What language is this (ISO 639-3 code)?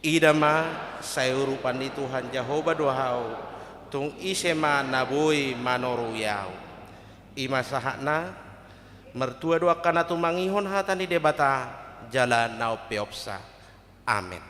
bbc